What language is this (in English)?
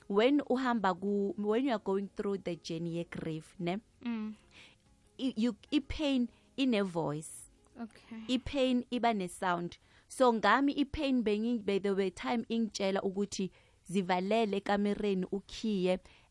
South Ndebele